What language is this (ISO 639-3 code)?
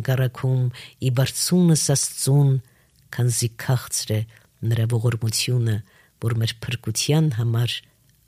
hye